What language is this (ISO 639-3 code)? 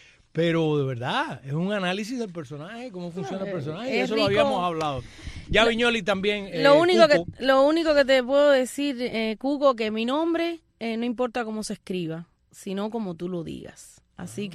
spa